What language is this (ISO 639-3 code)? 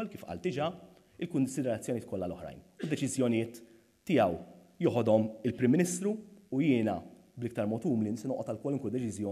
mlt